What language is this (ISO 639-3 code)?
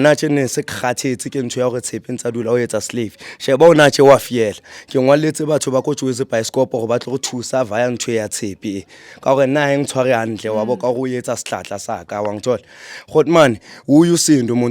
zul